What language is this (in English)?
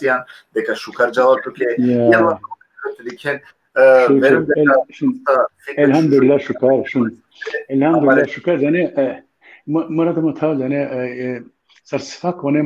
Balkan Romani